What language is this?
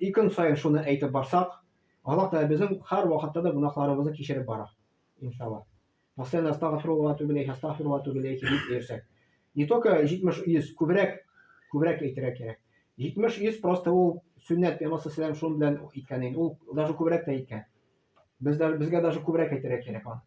Tatar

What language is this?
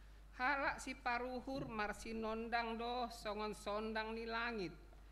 Batak Simalungun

